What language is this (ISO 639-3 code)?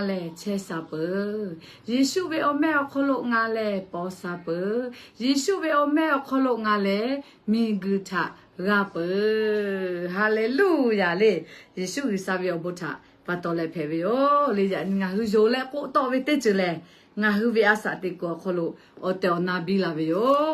lhu